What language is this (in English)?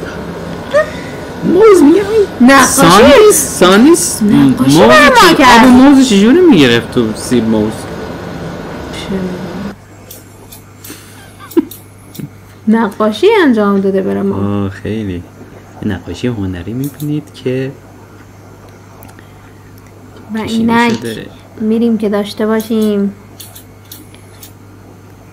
Persian